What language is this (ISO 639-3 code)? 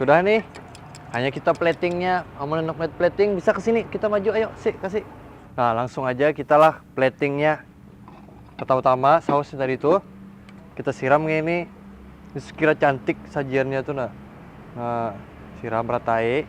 bjn